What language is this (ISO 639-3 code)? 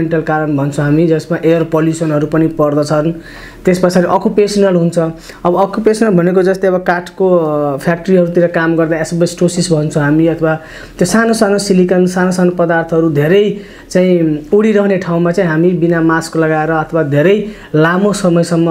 nep